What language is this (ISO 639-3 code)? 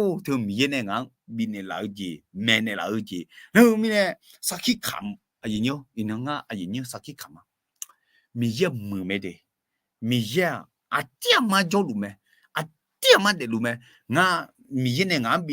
ahk